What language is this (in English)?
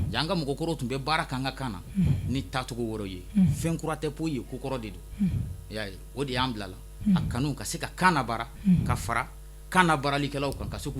Bambara